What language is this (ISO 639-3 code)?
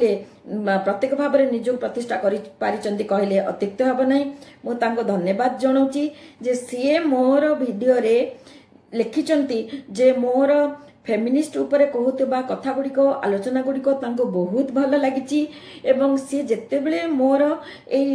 ori